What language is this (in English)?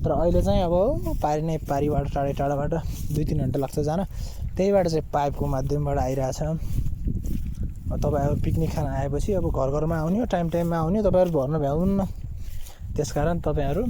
Nepali